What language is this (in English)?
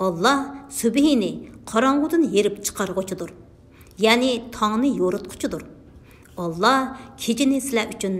Uyghur